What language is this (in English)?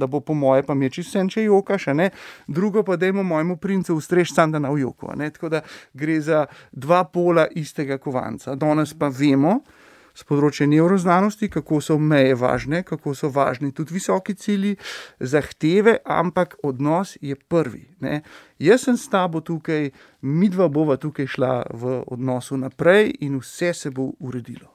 Slovenian